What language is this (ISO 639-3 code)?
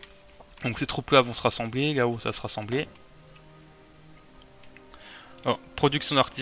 fra